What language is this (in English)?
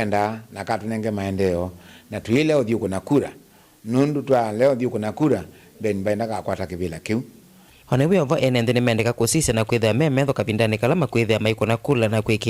Kamba